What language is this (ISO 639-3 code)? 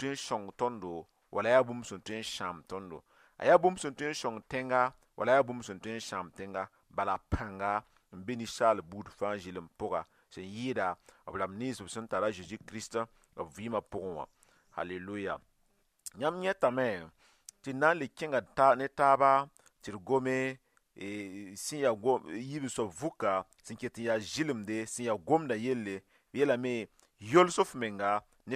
mos